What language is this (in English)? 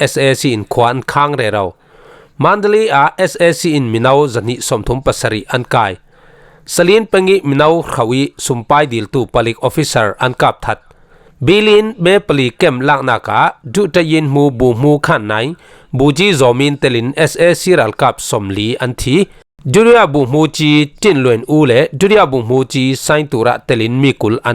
Falam Chin